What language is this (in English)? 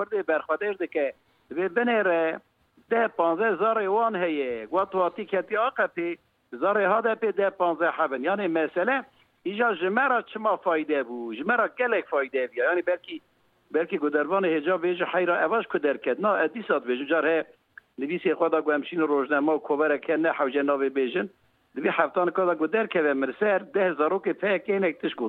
Kurdish